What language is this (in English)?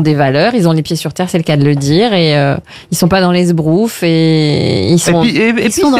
French